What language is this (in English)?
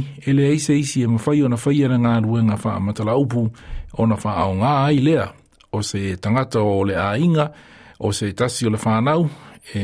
Samoan